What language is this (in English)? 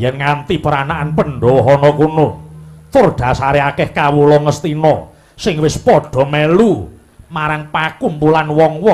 Javanese